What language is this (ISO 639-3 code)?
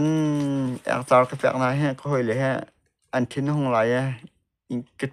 cnh